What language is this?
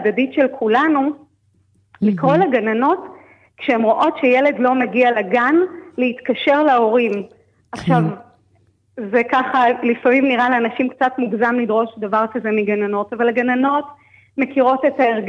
Hebrew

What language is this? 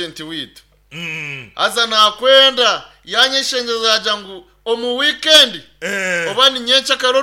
Nyankole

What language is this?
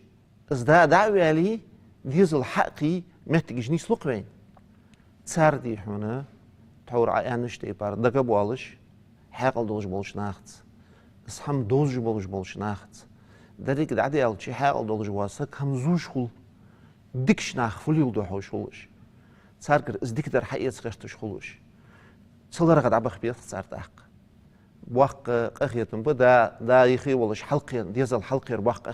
Ingush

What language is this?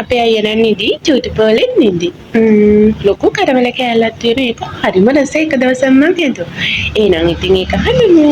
Sinhala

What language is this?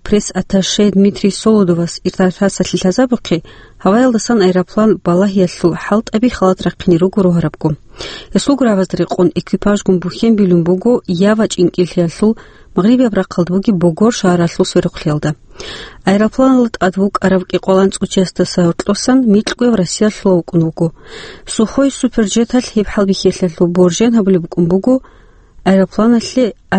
Avaric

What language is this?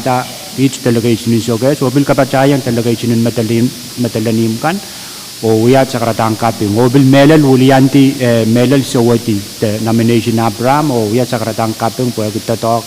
Pohnpeian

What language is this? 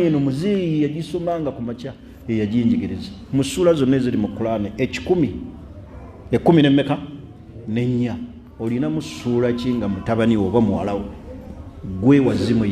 Ganda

